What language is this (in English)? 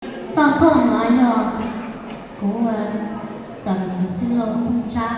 Hmong